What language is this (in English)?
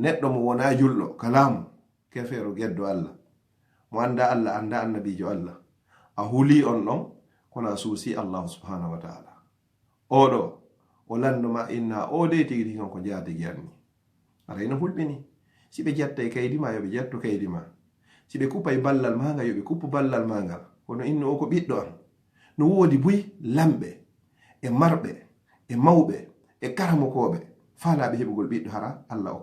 Fula